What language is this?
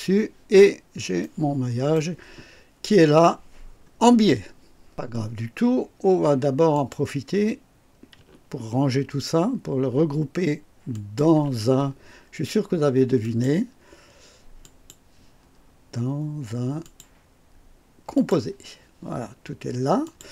French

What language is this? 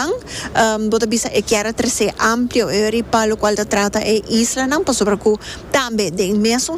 Papiamento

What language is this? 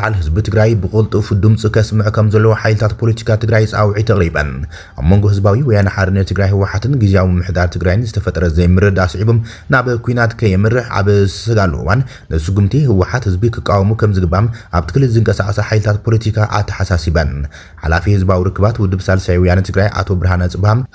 Tigrinya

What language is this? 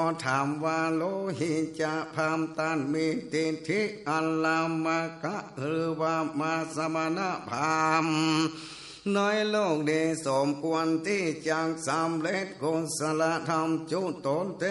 Northern Thai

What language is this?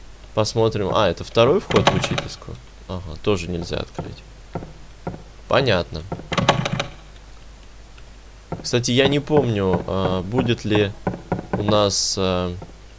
Russian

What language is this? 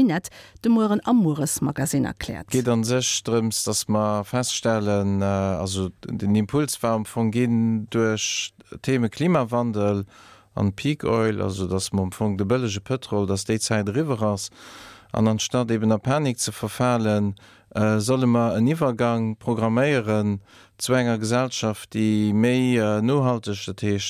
Luxembourgish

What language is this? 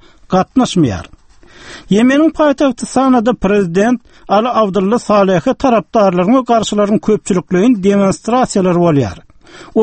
Turkmen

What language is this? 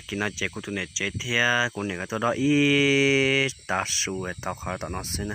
Hmong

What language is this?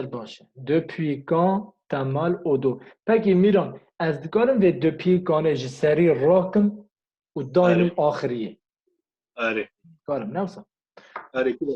Kurdish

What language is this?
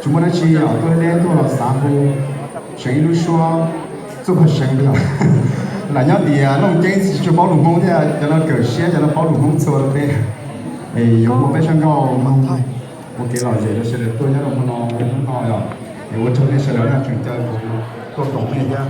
Hmong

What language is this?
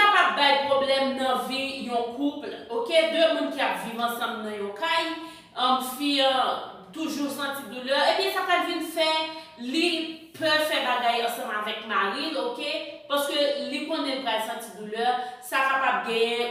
Haitian Creole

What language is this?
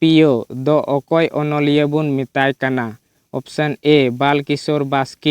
Santali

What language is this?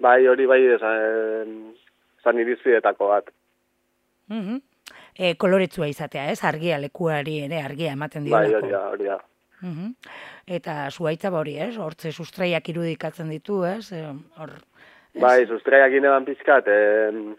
Basque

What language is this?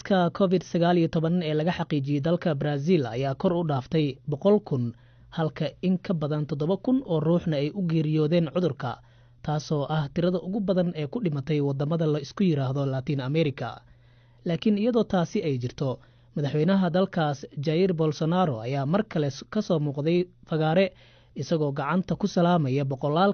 Somali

